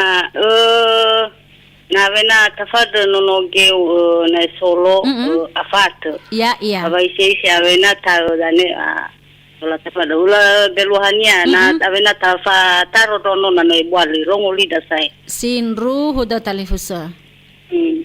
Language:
Nias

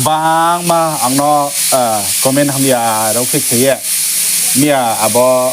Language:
Riang (India)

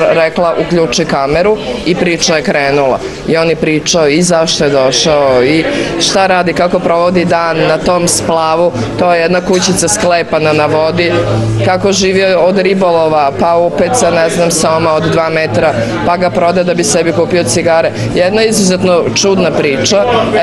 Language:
Serbian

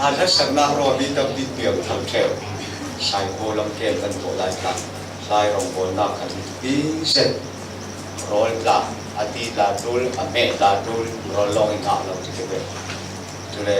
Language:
Falam Chin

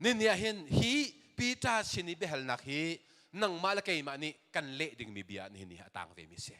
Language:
Hakha Chin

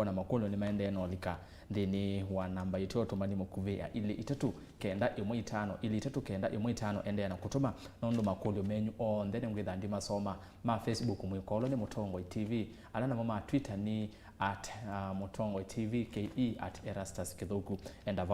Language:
Kamba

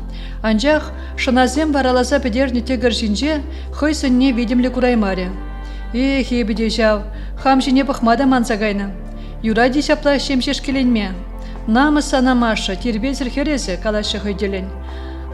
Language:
Chuvash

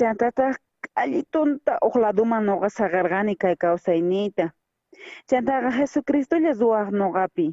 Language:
South Bolivian Quechua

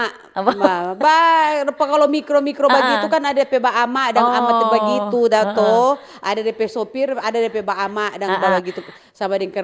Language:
Manado Malay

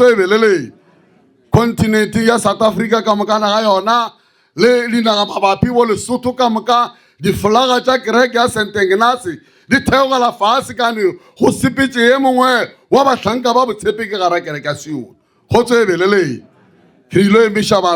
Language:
Northern Sotho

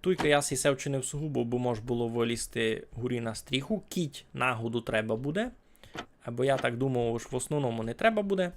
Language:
Rusyn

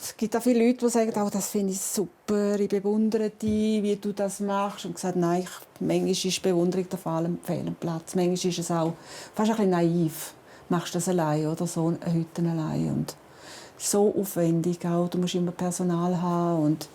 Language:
Swiss German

